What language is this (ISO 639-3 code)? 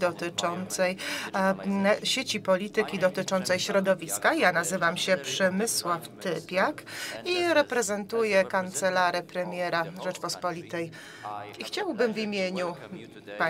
pol